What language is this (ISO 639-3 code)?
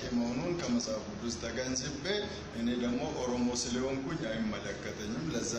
amh